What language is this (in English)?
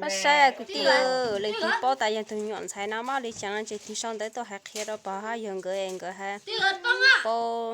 Hmong